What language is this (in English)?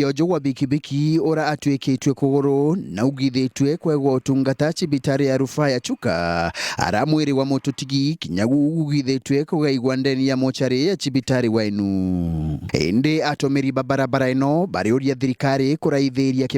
Meru